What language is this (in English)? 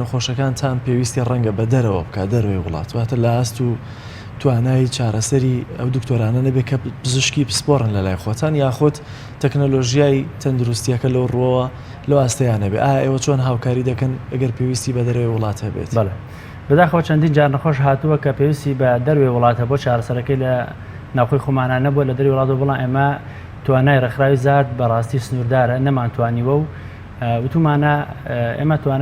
Central Kurdish